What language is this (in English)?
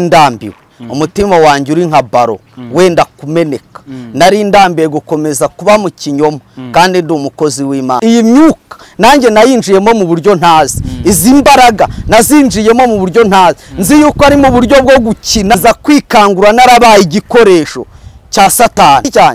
Kinyarwanda